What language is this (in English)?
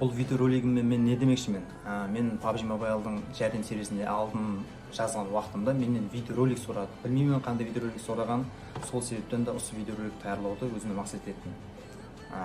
Kara-Kalpak